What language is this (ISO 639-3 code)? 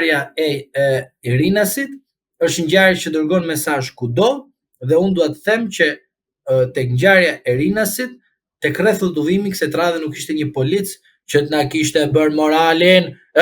sqi